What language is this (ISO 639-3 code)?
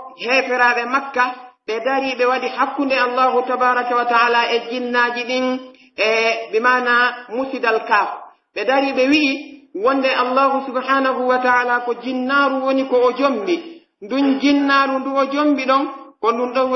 fuf